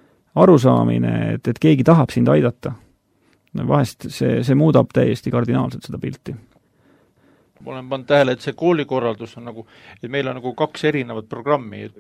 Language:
Estonian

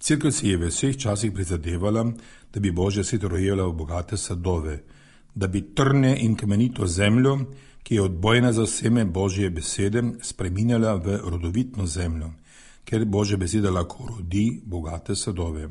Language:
Slovenian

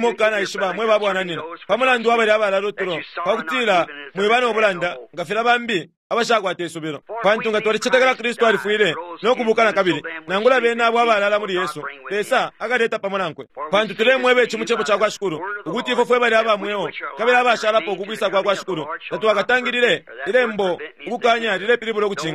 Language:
Bemba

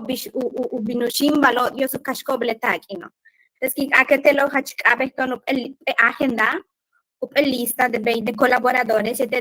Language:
Yucateco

